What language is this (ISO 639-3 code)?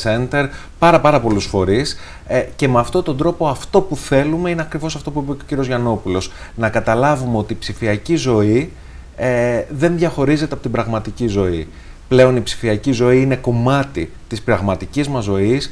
ell